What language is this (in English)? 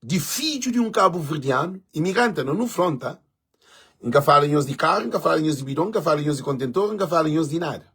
Kabuverdianu